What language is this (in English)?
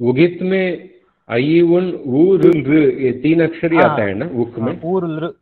Sanskrit